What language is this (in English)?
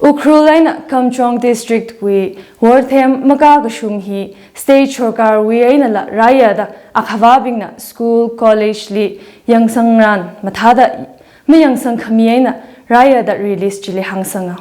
Tangkhul Naga (India)